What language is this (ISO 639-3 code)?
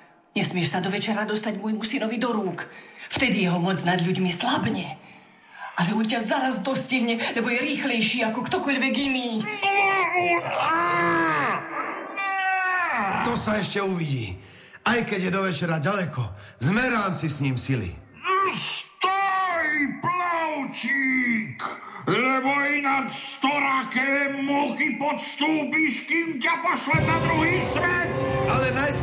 slk